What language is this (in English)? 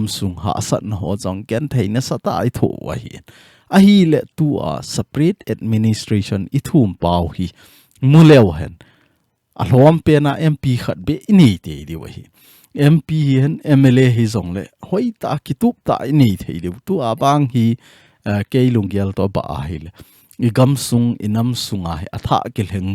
Thado Chin